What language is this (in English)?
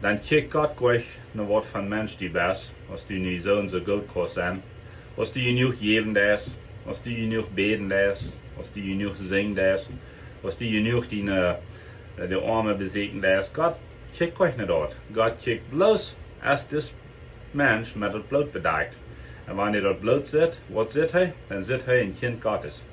Plautdietsch